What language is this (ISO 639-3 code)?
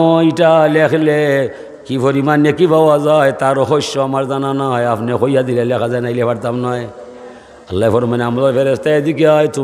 syl